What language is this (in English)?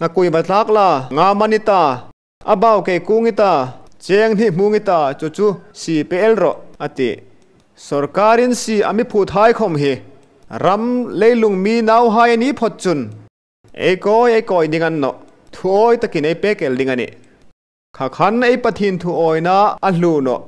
Hmar